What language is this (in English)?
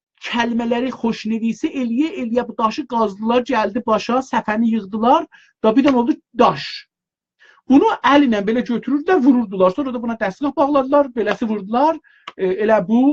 South Azerbaijani